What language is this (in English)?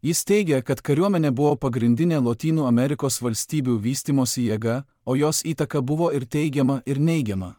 Lithuanian